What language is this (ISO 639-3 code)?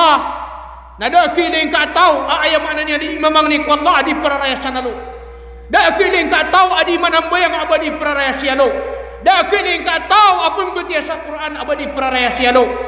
mrw